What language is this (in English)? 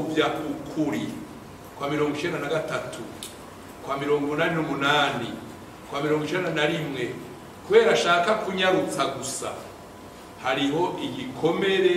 Rundi